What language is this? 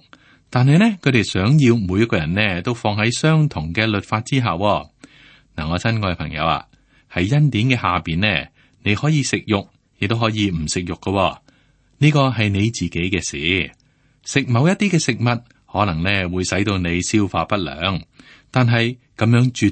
Cantonese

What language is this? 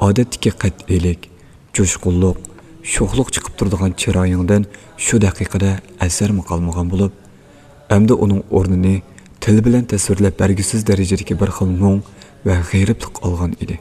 Uyghur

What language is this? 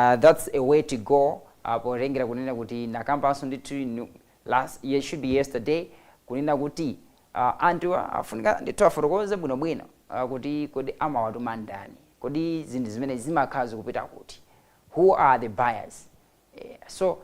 Nyanja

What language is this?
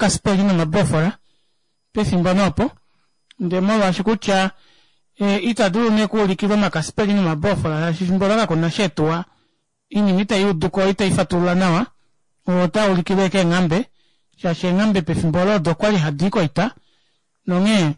Kuanyama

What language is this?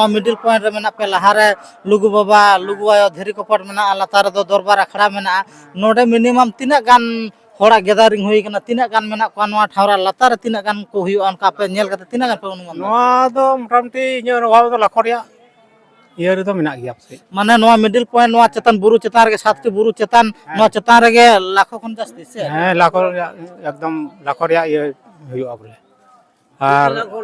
Santali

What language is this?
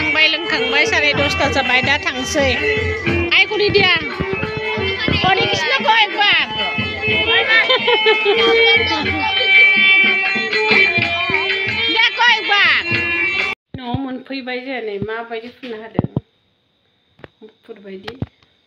Bodo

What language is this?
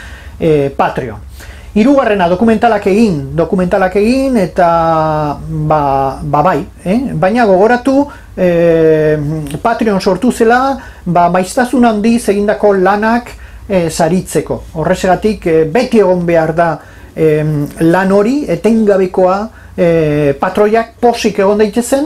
Basque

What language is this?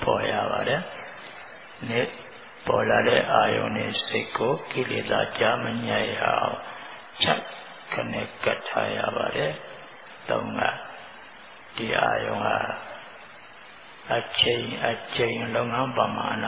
Burmese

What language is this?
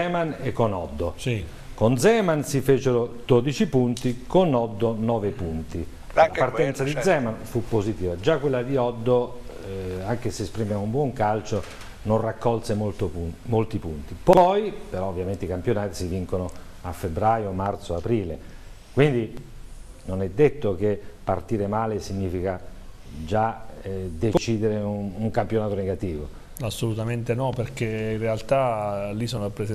Italian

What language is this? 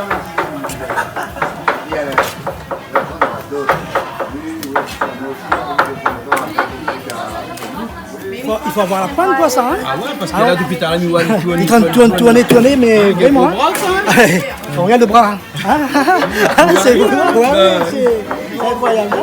Réunion Creole French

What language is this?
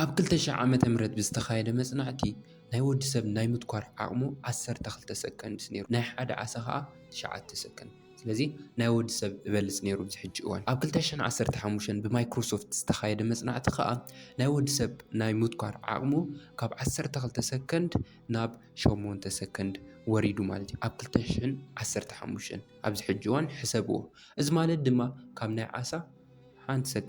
Tigrinya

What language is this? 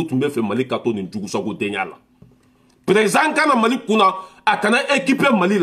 Bambara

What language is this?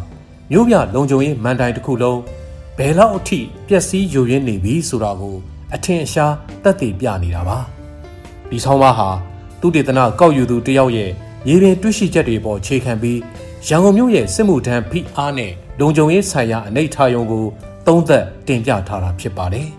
Burmese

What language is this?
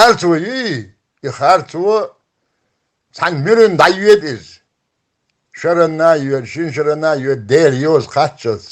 Chechen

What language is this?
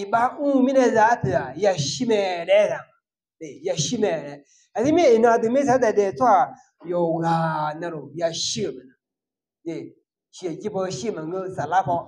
Akha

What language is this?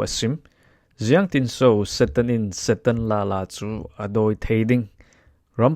Falam Chin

